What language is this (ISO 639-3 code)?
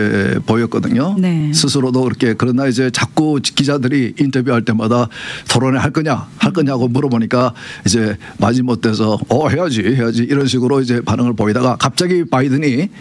kor